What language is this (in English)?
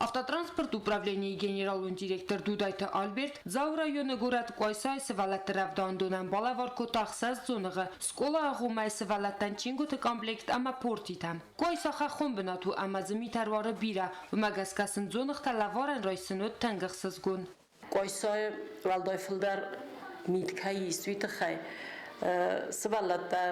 Ossetic